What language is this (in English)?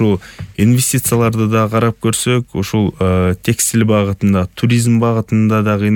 Kyrgyz